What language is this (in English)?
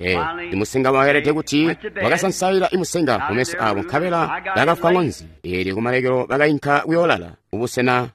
Tonga (Zambia)